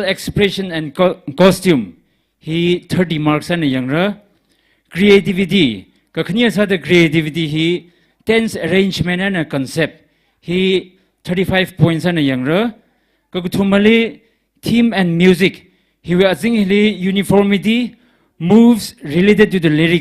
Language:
Tangkhul Naga (India)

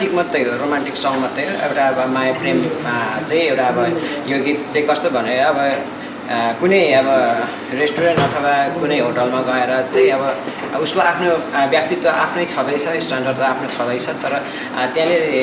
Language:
Nepali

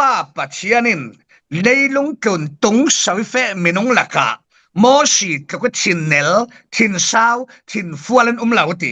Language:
Falam Chin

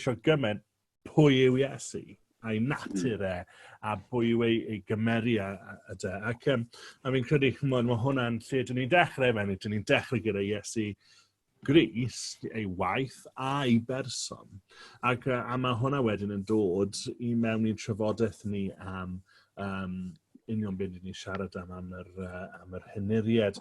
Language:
Welsh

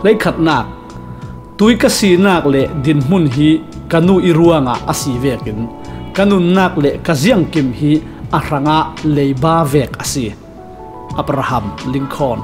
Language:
Falam Chin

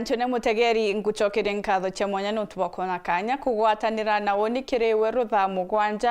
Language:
Meru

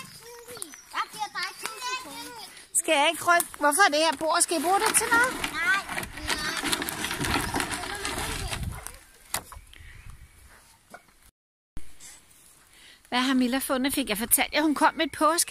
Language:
Danish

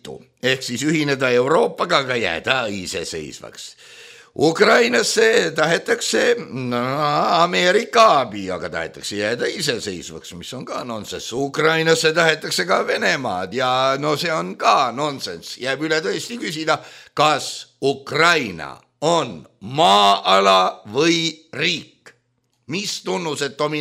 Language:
Estonian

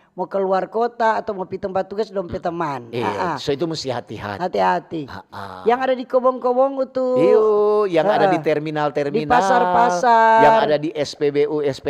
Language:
Manado Malay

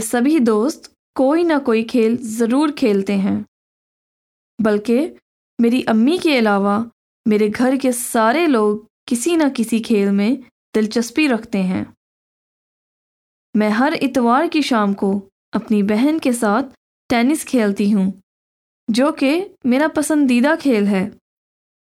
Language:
Urdu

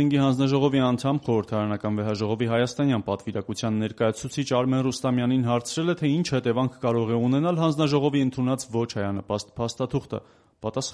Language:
Armenian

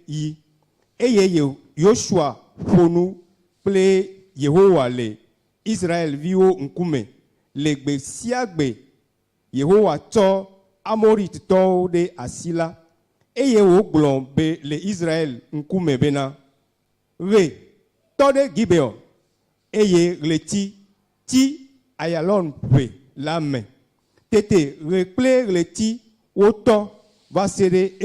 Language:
Ewe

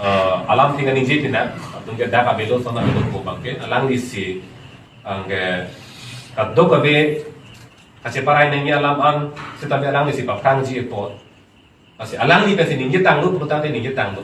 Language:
Karbi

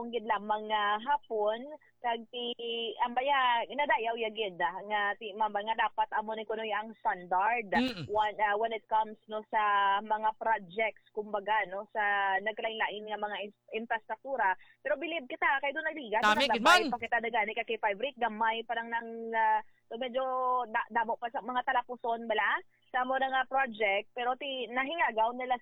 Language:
Hiligaynon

